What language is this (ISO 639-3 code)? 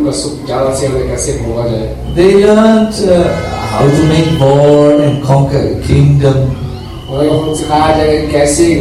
hin